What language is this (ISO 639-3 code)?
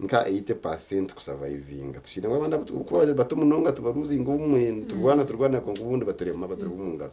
nyn